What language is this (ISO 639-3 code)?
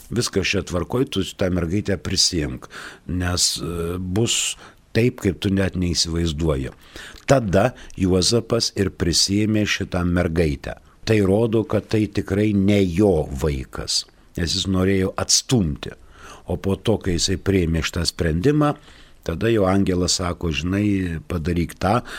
lit